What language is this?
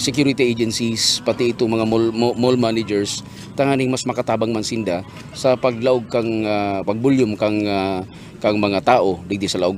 Bikol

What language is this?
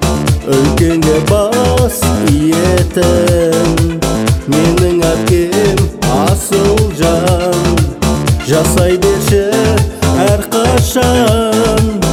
Kazakh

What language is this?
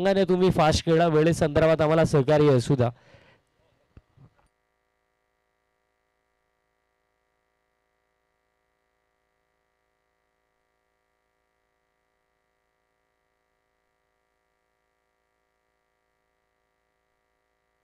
Marathi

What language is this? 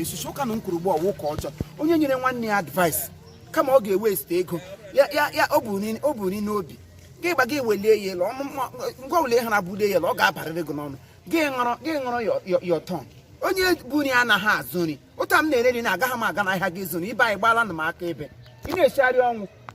Igbo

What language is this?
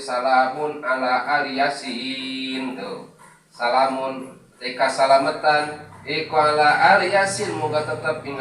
Sundanese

